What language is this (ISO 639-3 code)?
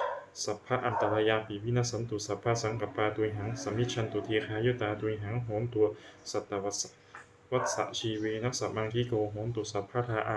pli